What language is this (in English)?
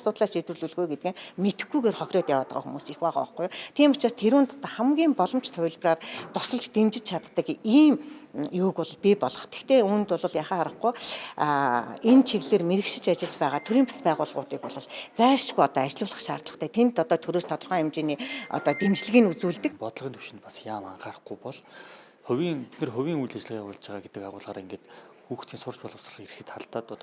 Mongolian